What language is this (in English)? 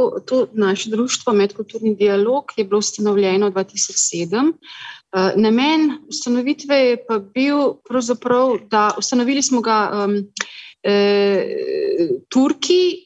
Slovenian